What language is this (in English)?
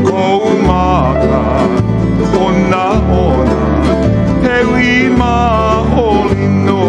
Hawaiian